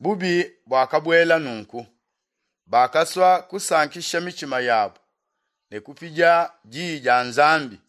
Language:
Luba-Lulua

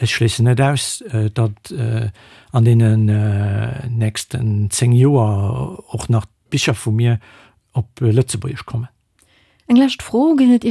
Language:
Luxembourgish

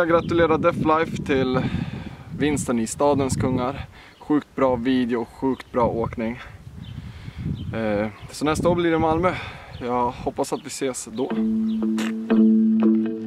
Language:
Swedish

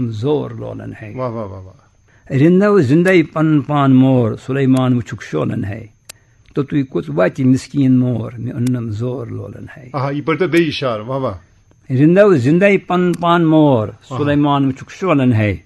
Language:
Kashmiri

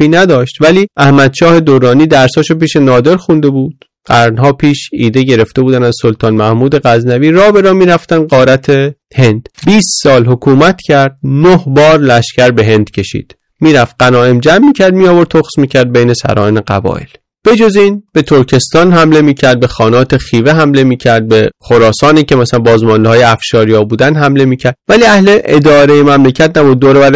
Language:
Persian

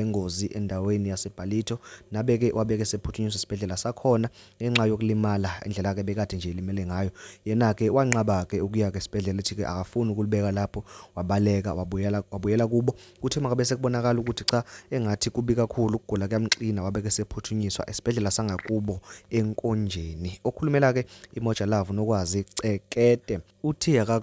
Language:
Zulu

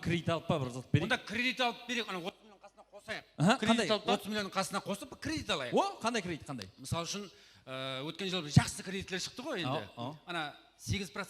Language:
Kara-Kalpak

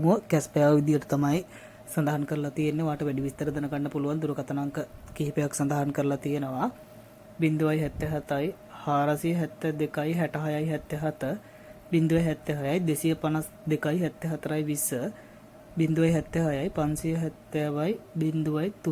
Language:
Sinhala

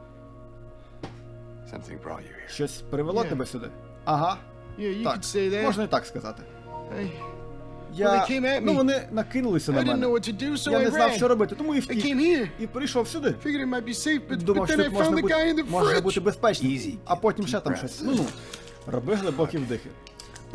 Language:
Ukrainian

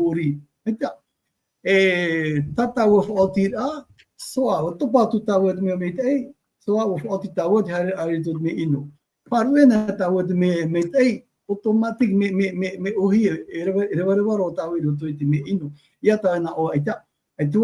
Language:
Tahitian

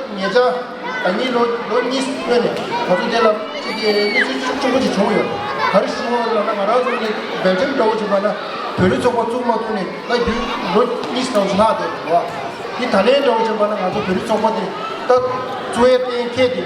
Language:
Tibetan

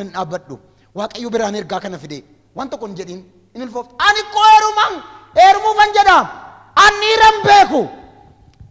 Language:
Oromo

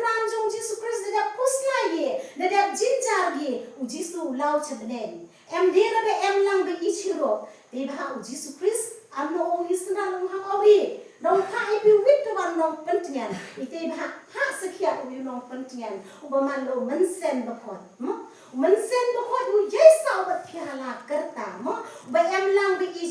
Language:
Khasi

